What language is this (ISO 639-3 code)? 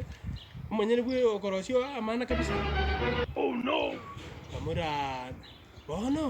guz